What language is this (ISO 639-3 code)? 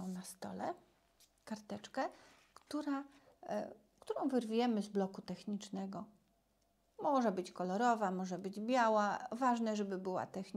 pol